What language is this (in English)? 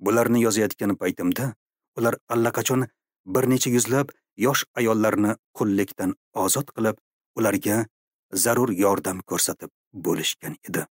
Uzbek